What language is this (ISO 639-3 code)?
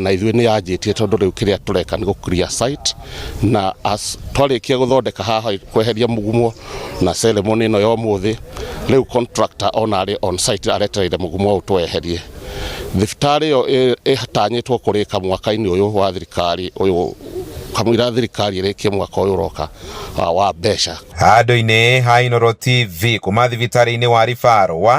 kik